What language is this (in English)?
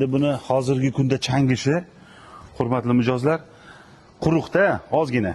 Uzbek